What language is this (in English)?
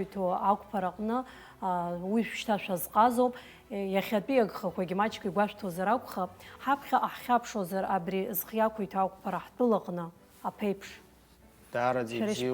Abkhazian